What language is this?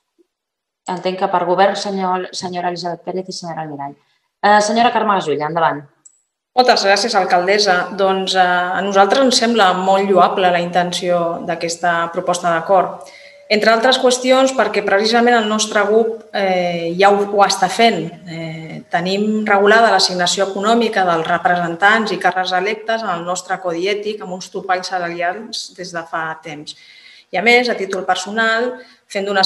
Catalan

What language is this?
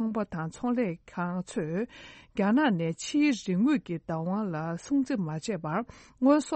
Tibetan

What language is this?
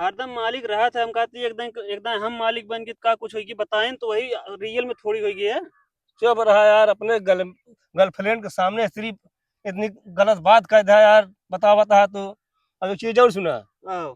Awadhi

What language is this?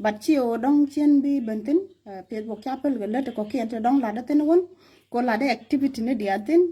Nuer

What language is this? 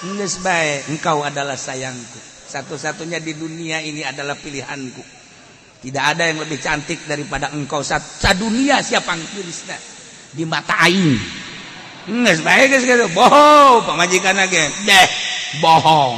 Sundanese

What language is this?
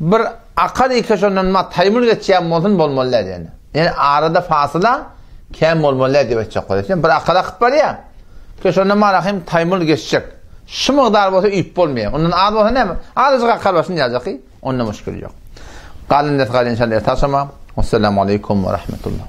Turkmen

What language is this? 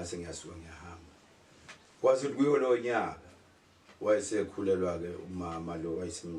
Zulu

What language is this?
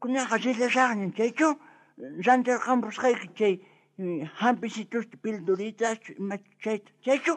South Bolivian Quechua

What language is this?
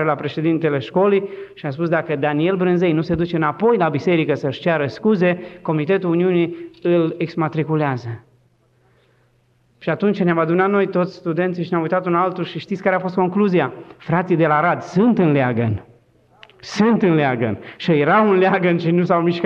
Romanian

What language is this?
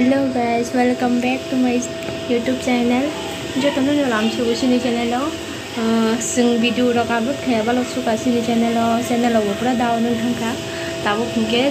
Kok Borok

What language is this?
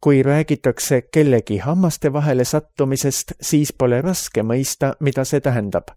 Estonian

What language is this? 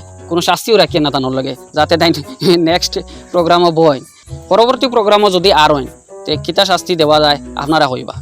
Sylheti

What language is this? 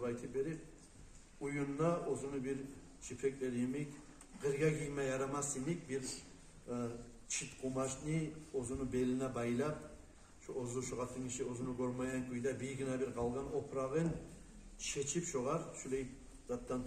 Kumyk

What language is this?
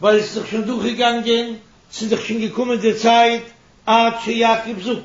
Yiddish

